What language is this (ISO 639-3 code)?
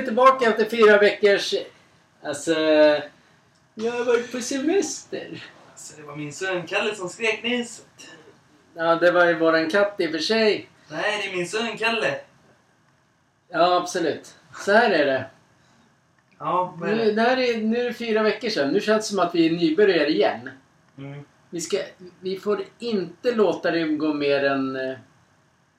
swe